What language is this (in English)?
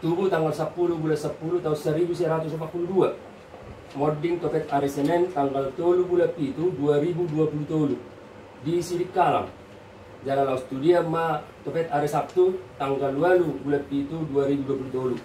Batak Toba